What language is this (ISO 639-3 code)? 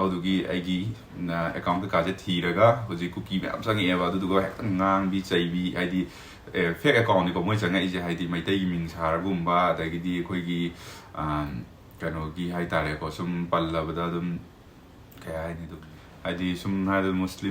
mni